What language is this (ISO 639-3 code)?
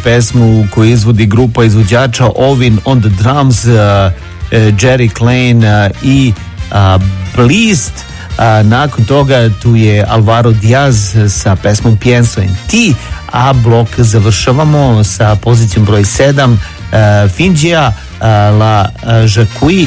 srp